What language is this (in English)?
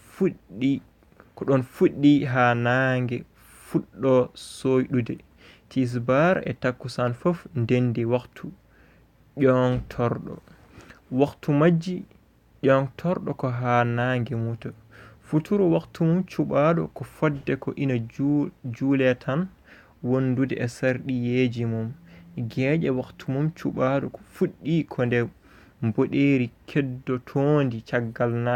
Fula